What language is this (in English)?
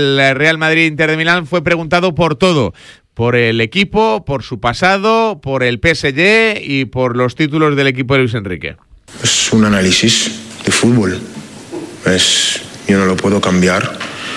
Spanish